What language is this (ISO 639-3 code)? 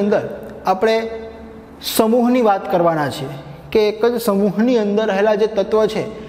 guj